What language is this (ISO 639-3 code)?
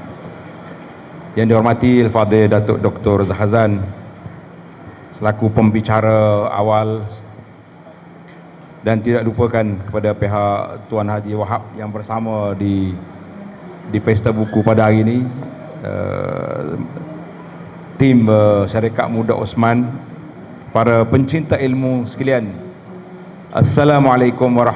msa